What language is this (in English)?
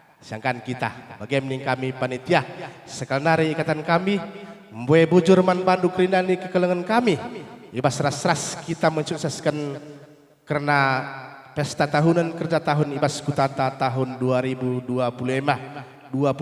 Batak Karo